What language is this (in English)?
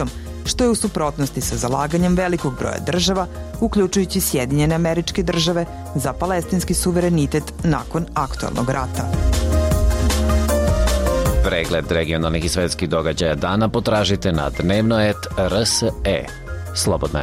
Serbian